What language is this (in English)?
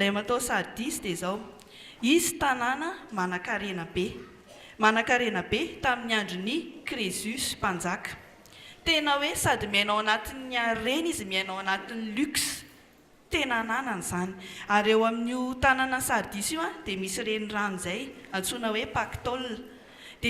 Malagasy